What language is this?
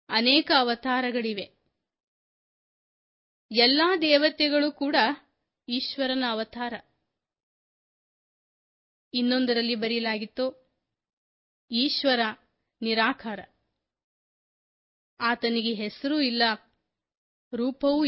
Kannada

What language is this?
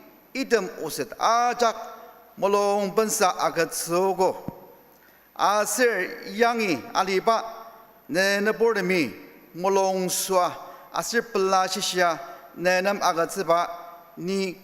Ao Naga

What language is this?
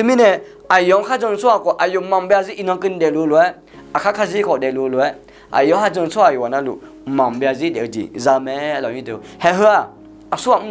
Akha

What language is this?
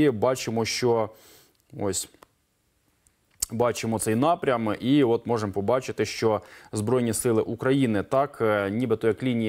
Ukrainian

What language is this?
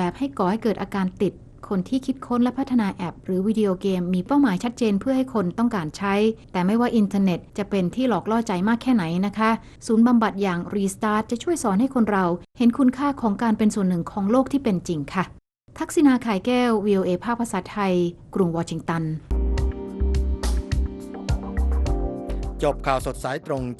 Thai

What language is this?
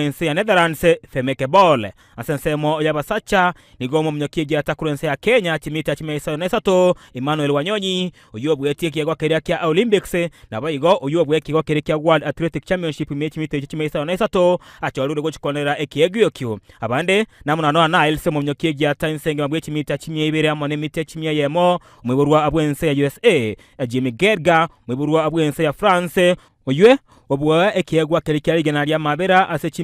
Gusii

